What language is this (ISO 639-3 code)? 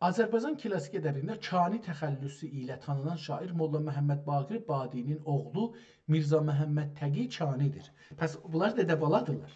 azb